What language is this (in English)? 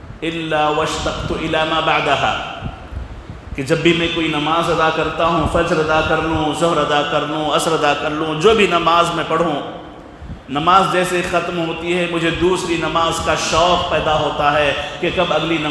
Urdu